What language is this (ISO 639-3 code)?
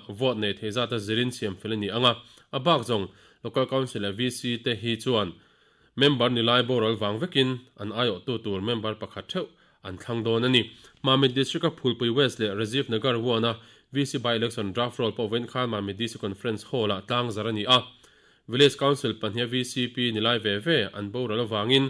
lus